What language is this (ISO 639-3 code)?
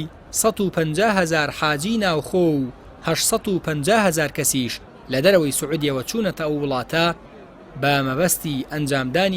ckb